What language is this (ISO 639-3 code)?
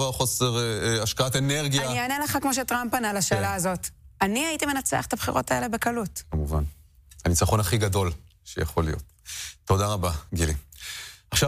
heb